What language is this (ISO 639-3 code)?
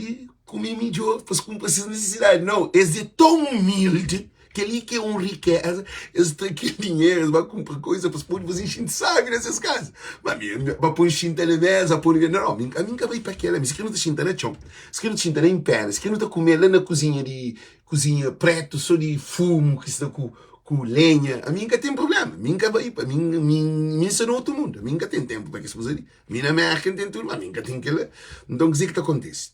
kea